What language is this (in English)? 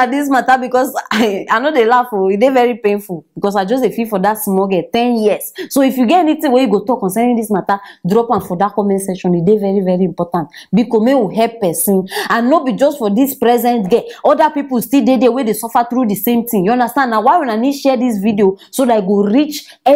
Nigerian Pidgin